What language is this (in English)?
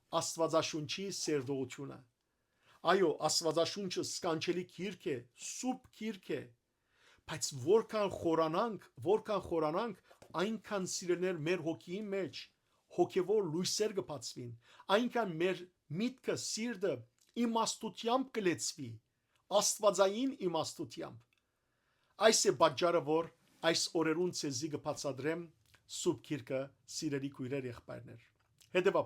Western Armenian